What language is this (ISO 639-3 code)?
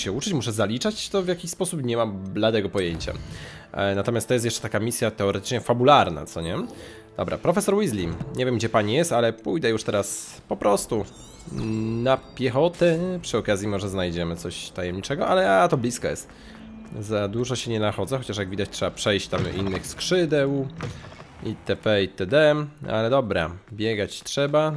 pol